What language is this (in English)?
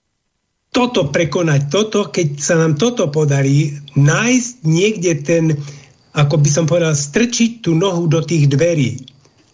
Slovak